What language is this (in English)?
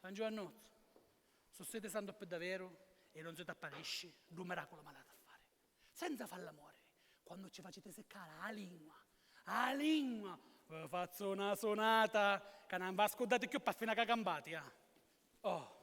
Sicilian